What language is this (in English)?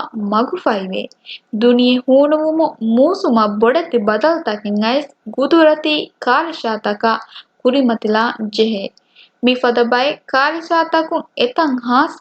Divehi